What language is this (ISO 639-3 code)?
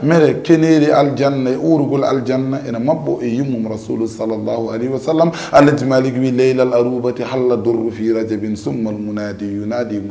ful